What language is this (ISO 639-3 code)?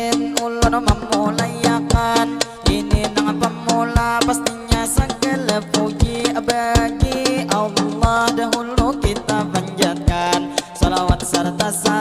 bjn